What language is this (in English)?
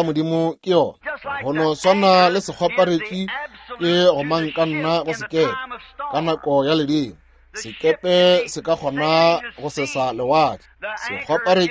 Northern Sotho